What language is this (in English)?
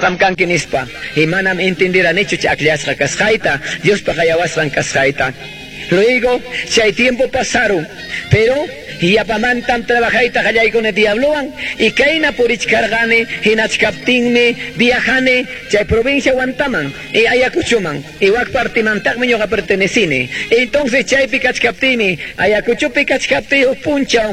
Quechua